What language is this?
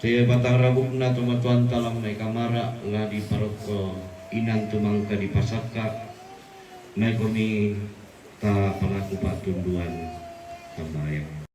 Toraja-Sa'dan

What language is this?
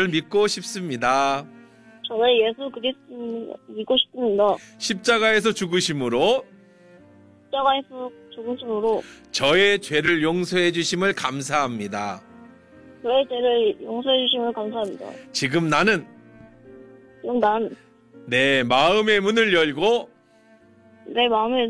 Korean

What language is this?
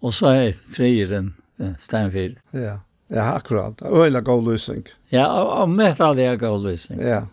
Faroese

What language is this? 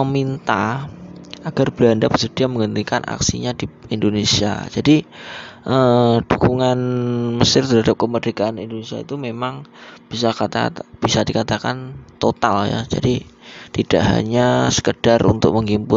Indonesian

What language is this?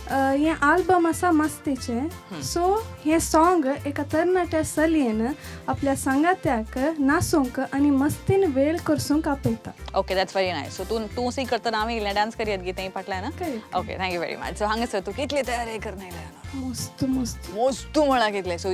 Konkani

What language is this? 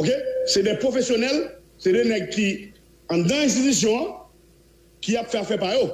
Haitian Creole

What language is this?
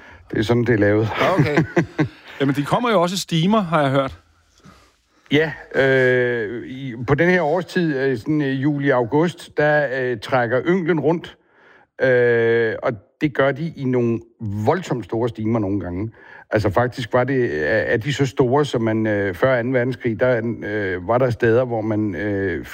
Danish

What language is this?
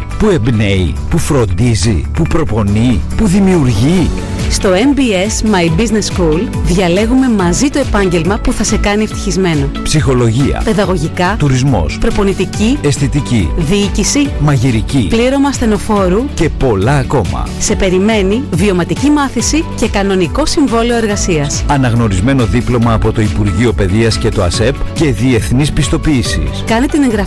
Greek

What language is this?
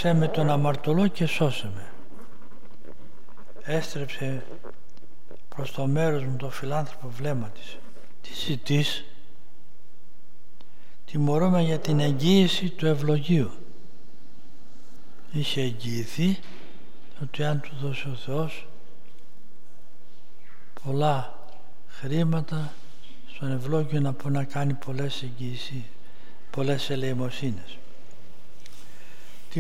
Greek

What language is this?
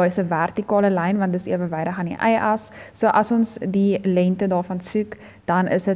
Afrikaans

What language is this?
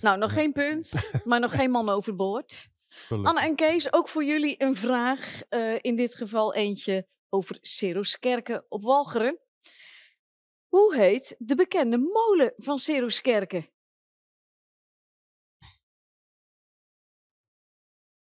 Dutch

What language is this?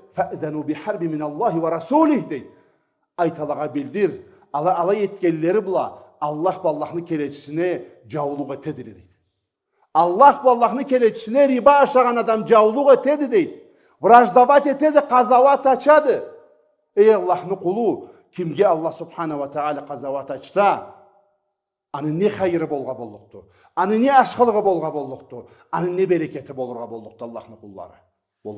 Karachay-Balkar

